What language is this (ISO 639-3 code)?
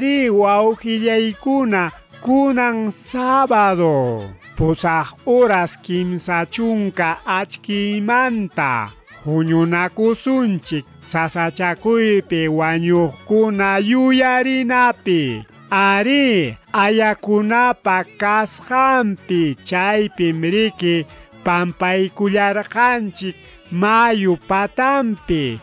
quy